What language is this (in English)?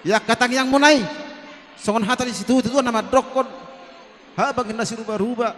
Batak Toba